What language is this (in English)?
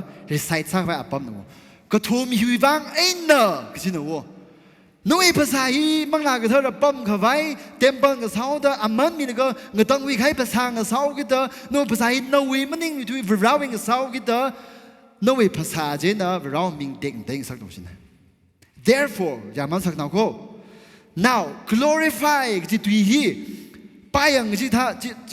Tangkhul Naga (India)